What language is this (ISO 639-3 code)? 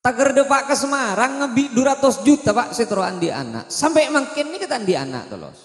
mad